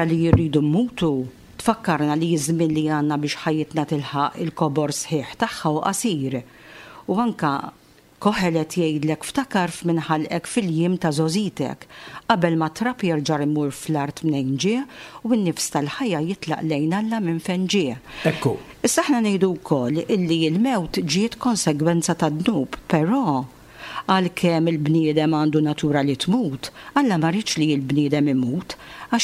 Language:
Maltese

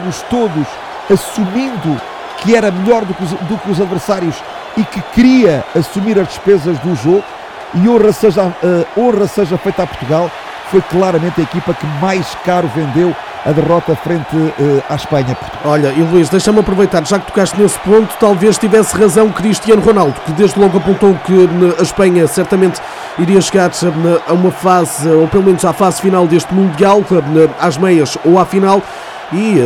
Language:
Portuguese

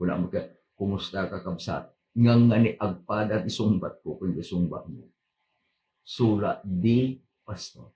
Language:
Iloko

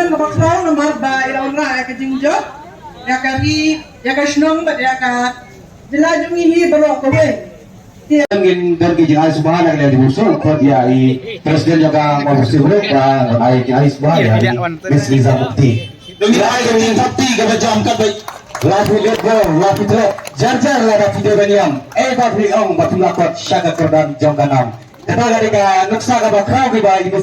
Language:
Khasi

